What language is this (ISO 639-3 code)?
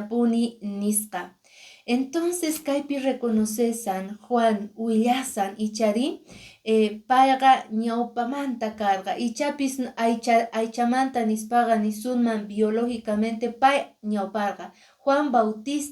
que